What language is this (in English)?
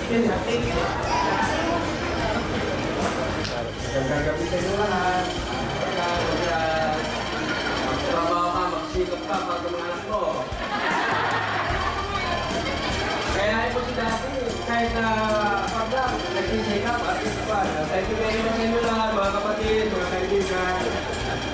Filipino